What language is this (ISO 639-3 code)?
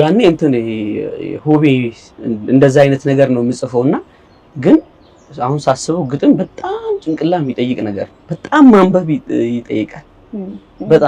amh